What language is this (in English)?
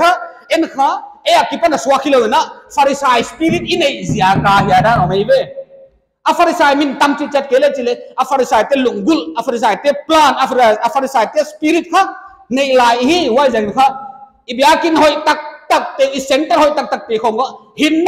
Paite Chin